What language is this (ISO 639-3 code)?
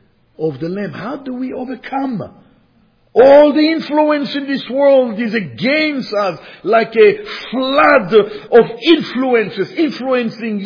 eng